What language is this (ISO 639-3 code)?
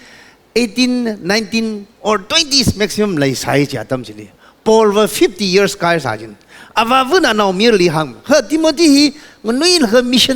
nmf